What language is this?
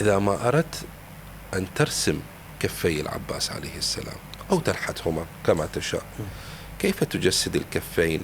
Mesopotamian Arabic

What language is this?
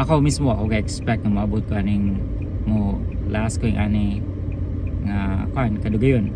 Cebuano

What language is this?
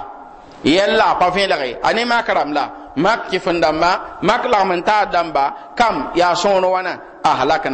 Mossi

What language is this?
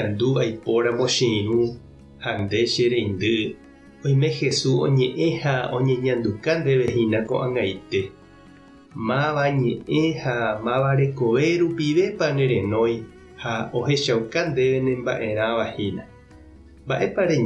Guarani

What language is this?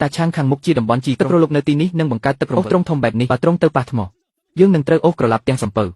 Khmer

